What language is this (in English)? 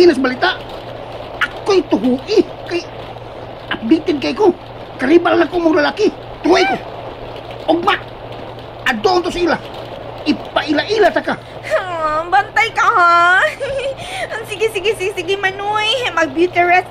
Cebuano